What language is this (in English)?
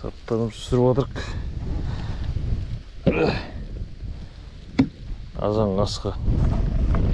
Kazakh